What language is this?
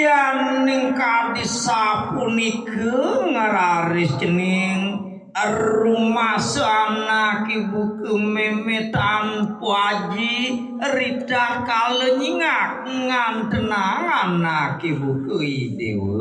Balinese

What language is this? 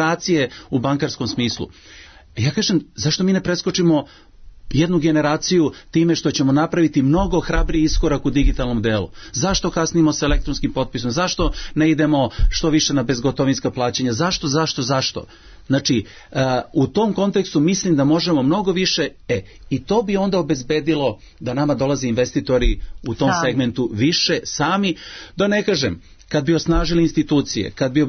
Serbian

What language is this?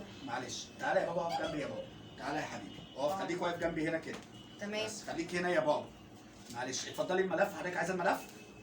Egyptian Arabic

